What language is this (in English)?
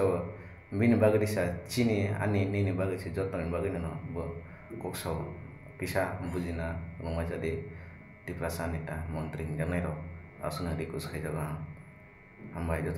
Kok Borok